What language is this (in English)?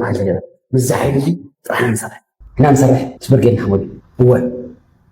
Tigrinya